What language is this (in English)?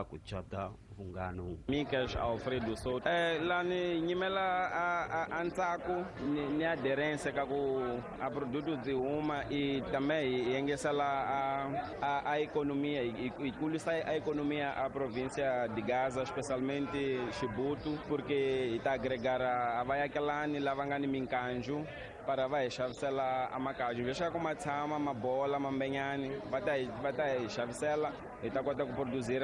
Tsonga